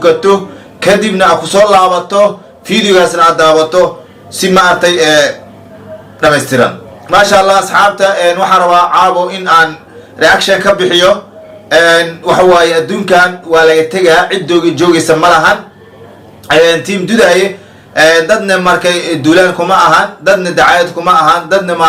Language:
Somali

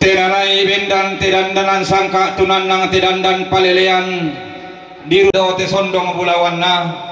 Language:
Toraja-Sa'dan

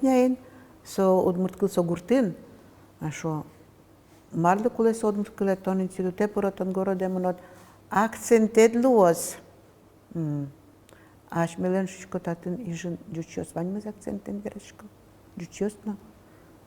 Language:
Udmurt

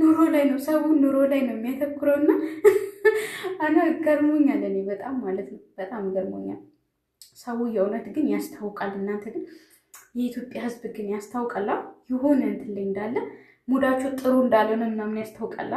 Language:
Amharic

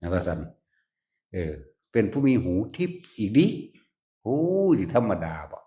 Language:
Northeastern Thai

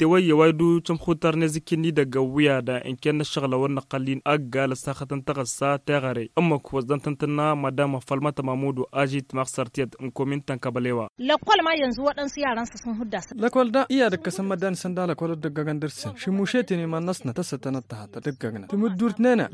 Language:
Tamasheq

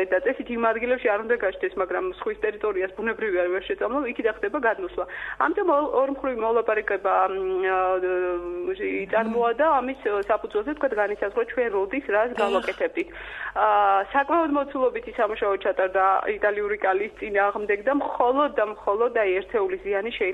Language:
Georgian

